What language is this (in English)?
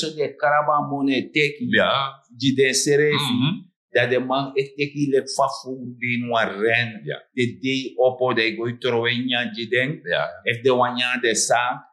Sranan Tongo